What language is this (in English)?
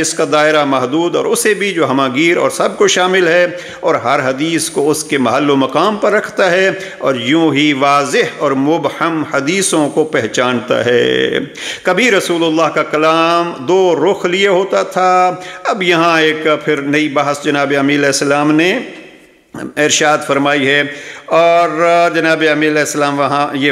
Urdu